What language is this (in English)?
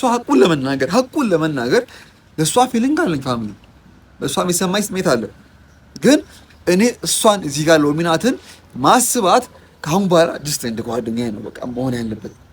Amharic